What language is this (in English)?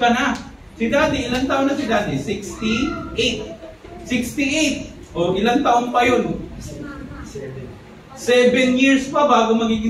Filipino